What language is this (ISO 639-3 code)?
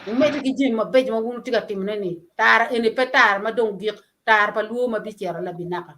ach